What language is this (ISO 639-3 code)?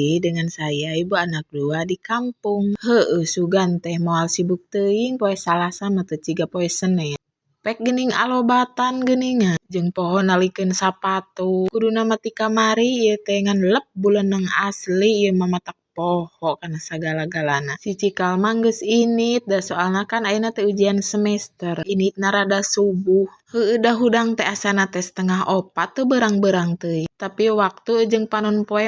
sun